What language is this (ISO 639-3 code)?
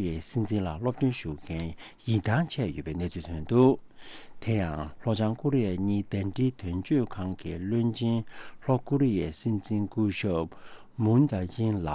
bod